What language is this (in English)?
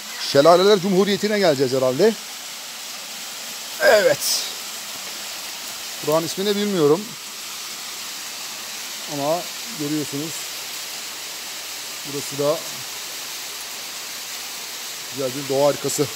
Turkish